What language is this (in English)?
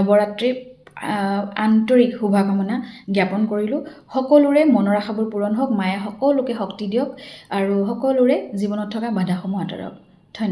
Assamese